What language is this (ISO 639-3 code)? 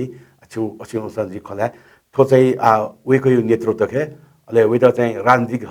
new